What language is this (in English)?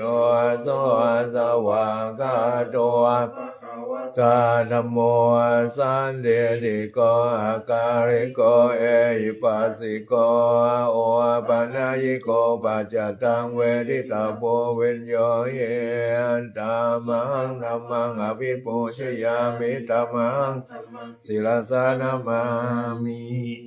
Pali